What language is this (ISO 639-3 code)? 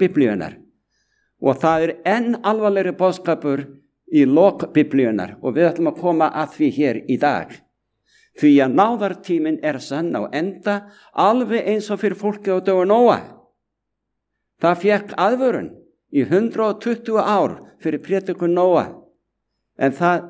isl